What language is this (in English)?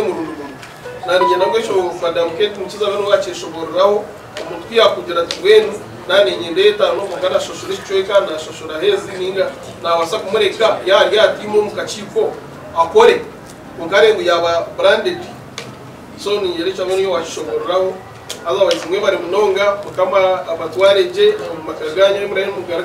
Nyankole